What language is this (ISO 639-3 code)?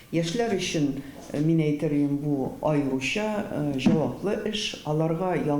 tat